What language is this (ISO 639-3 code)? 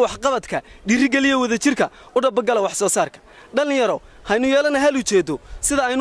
som